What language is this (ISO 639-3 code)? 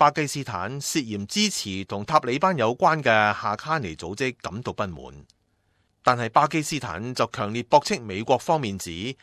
yue